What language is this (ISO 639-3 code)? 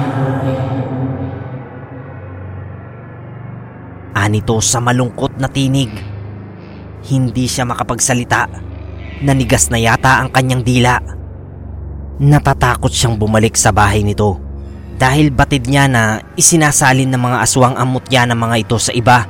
fil